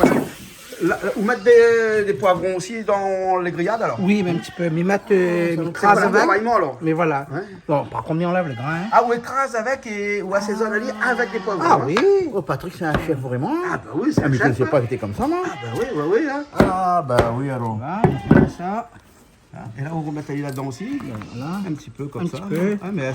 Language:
Réunion Creole French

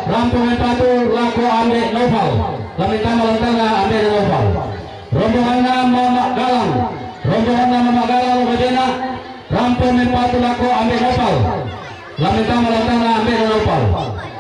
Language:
Toraja-Sa'dan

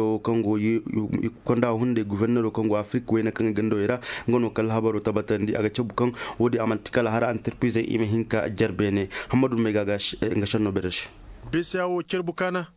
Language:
Koyraboro Senni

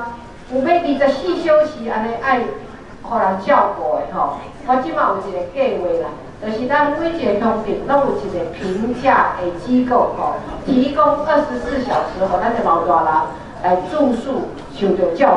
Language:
Min Nan Chinese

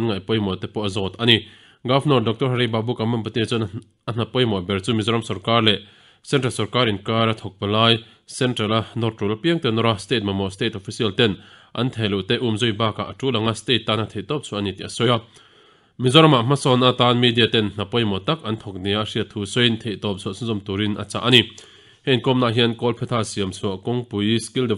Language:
Mizo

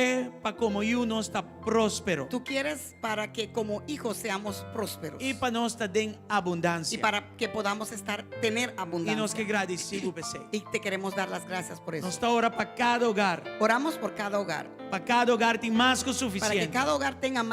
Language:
Papiamento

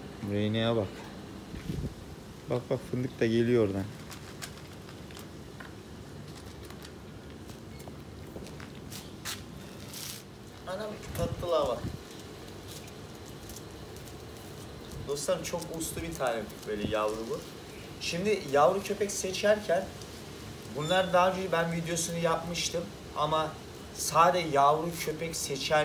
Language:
Turkish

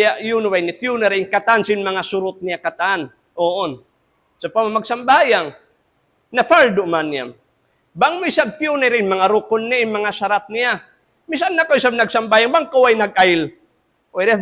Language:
Tausug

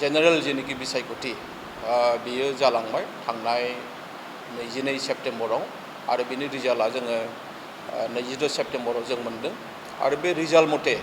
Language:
Bodo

